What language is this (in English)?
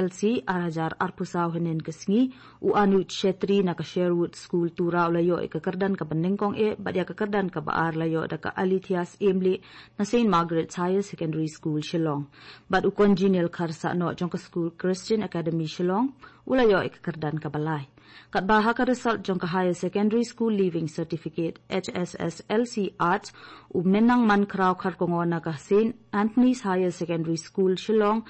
Khasi